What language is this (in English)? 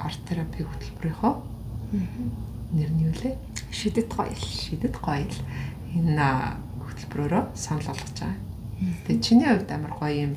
Mongolian